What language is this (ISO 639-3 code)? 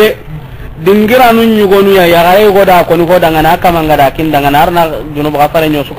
snk